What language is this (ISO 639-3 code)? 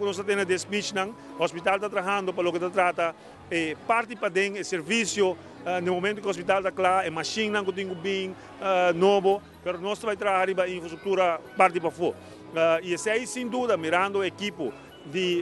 pap